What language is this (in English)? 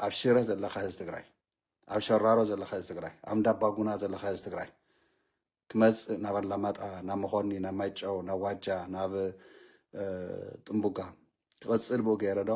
Tigrinya